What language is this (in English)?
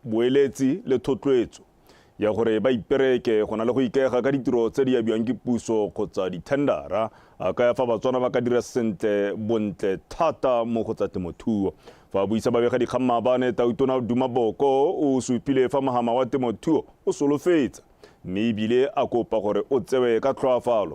Tswana